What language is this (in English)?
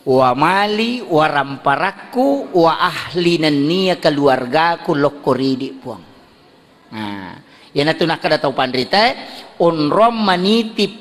Buginese